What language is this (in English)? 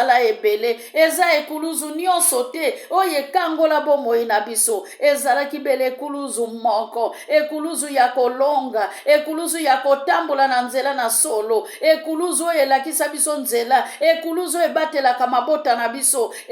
Lingala